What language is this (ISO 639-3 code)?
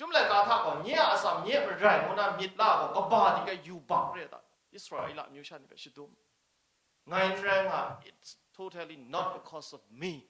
kac